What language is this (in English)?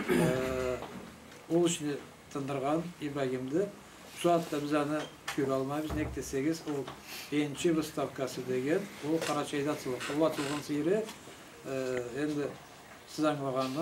Karachay-Balkar